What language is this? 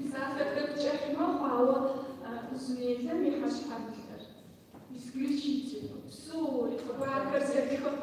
Kabardian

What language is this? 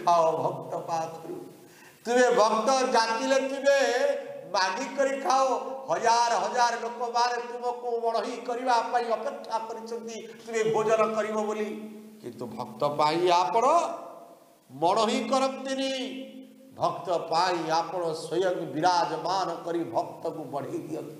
Odia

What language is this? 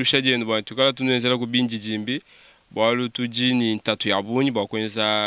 Luba-Lulua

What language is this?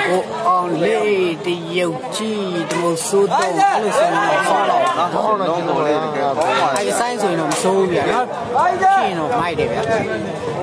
Burmese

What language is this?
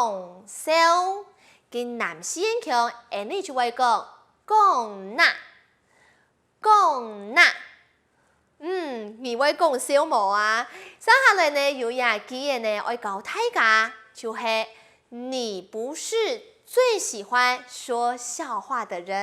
Hakka Chinese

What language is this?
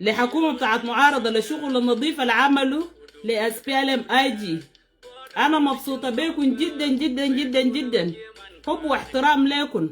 Nuer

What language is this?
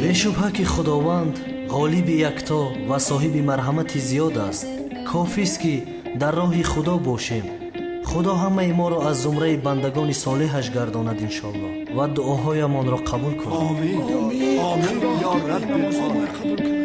Tajik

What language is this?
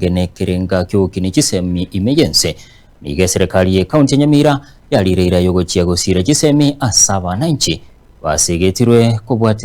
Gusii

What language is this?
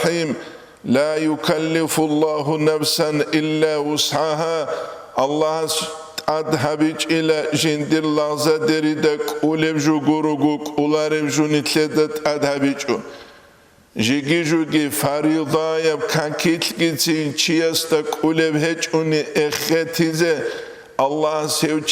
Avaric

